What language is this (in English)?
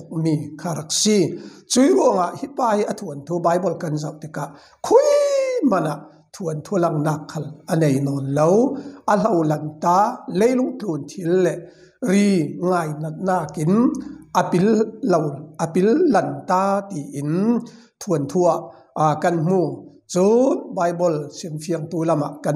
Falam Chin